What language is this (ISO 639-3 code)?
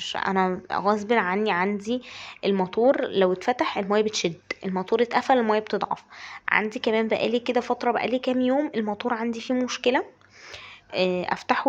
arz